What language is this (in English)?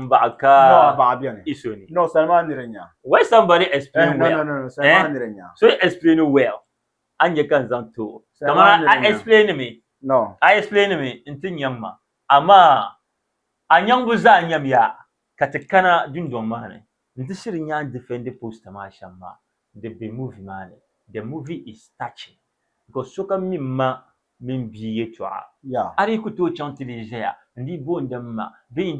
Dagbani